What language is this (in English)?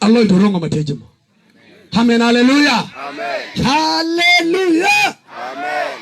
Nuer